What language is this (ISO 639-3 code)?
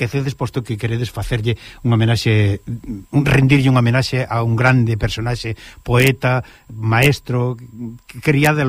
glg